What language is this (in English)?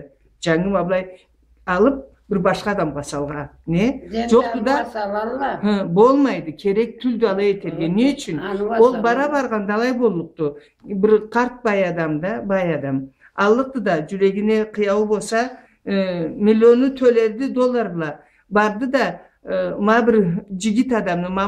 Karachay-Balkar